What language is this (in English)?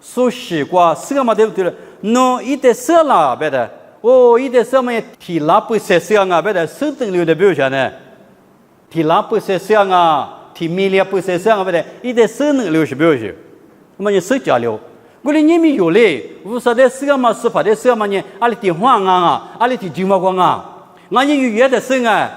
Lisu